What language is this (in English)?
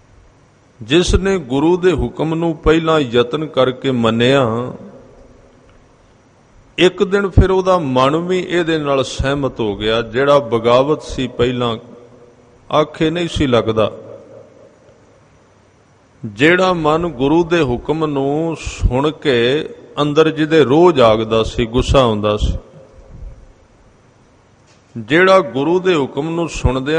Punjabi